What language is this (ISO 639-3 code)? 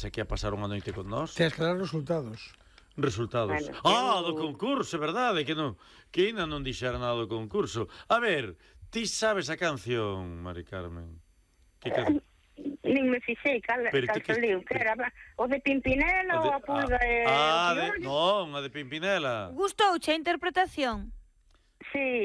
glg